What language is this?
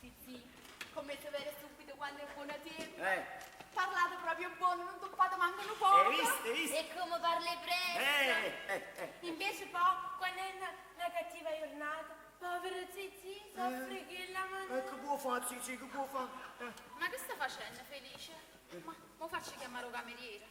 Neapolitan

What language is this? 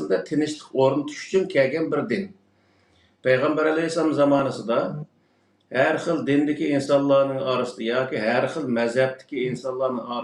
Uyghur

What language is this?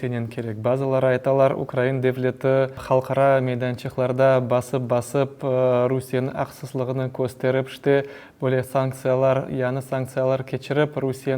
Crimean Tatar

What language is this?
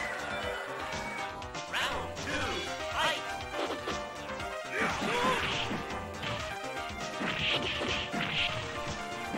Japanese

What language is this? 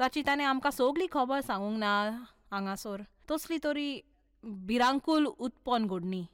Konkani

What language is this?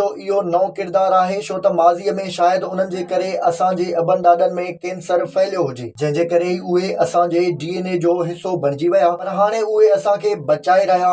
Sindhi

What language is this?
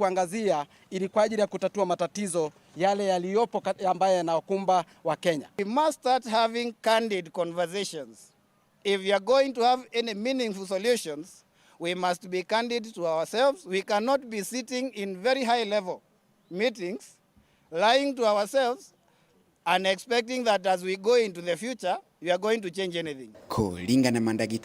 Meru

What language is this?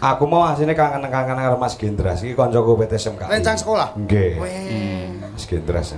Javanese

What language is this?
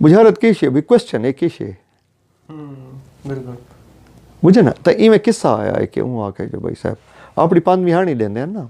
Saraiki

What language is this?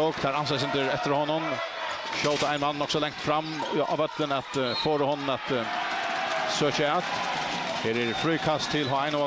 Faroese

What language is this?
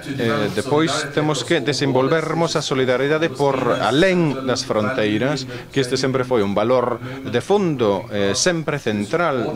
Galician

